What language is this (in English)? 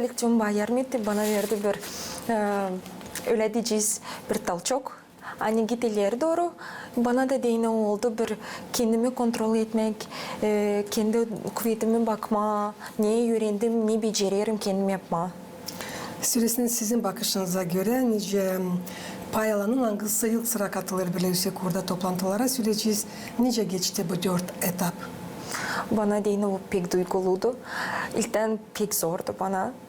Gagauz